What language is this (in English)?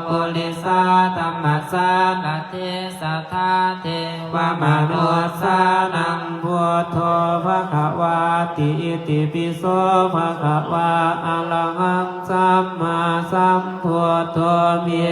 Pali